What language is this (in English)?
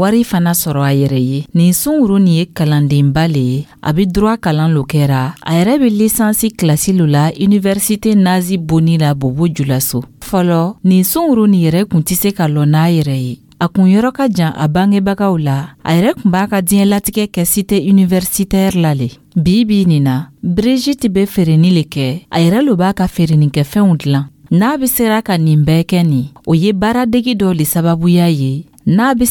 Dyula